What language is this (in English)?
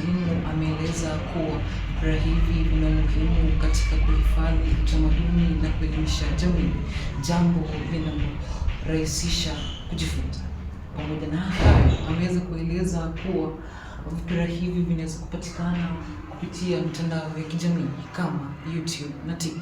Swahili